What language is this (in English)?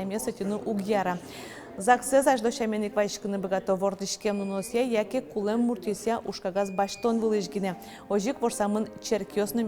Udmurt